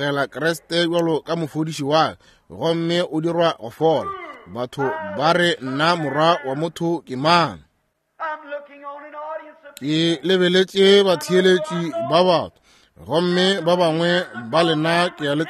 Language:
Northern Sotho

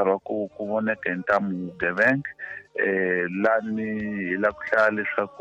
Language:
Tsonga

